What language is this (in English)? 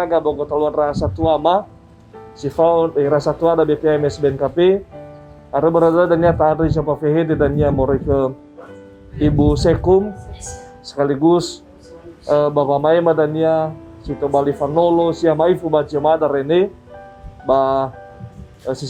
Nias